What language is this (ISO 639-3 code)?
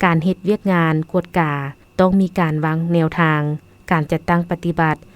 lao